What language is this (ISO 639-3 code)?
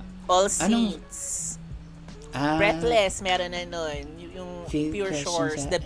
fil